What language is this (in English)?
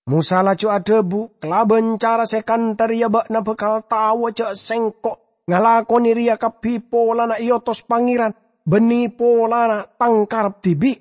Madurese